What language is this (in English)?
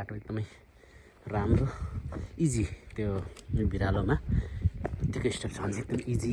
Nepali